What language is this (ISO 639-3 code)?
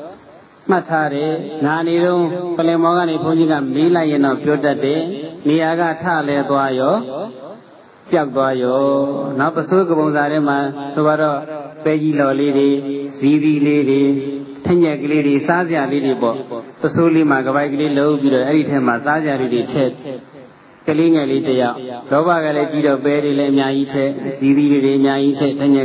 mya